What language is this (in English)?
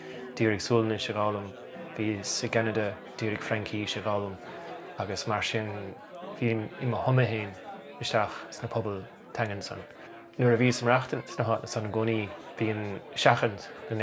Irish